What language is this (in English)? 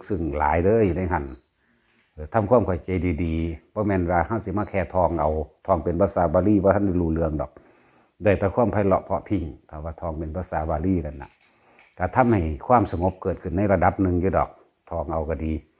Northeastern Thai